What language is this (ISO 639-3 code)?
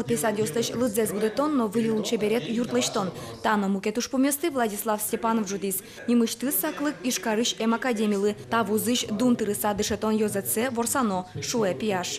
udm